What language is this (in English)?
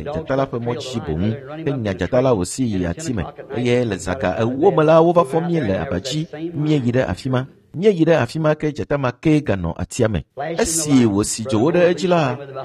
Ewe